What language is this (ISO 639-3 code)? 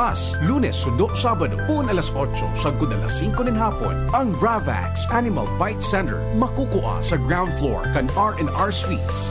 bik